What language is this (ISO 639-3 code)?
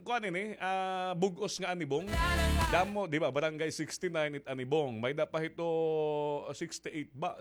war